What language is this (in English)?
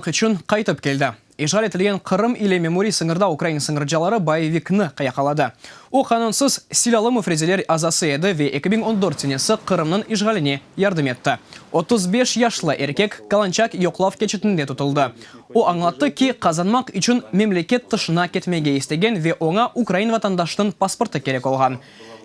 Crimean Tatar